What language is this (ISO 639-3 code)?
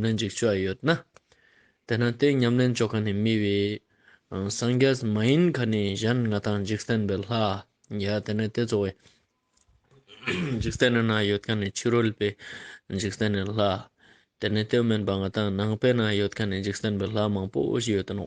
lbj